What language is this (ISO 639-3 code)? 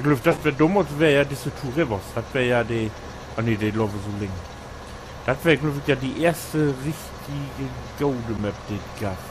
nds